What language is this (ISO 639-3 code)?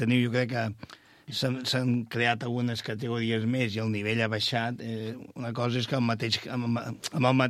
cat